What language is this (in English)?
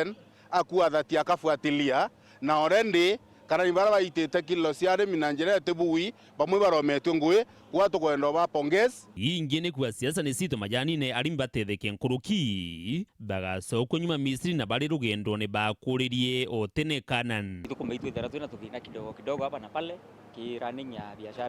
Meru